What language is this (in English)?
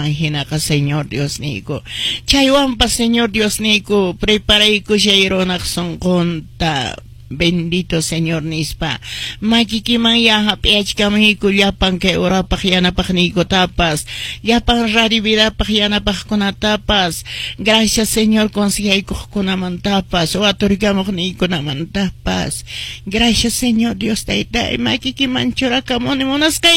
Quechua